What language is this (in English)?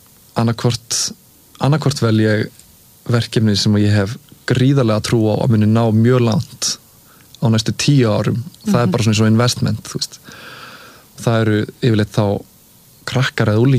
Icelandic